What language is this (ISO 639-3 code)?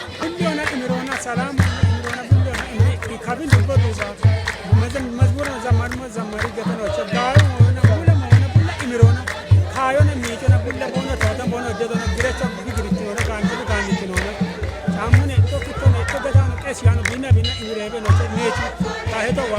kbr